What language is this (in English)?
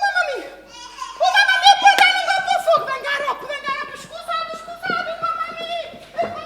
Neapolitan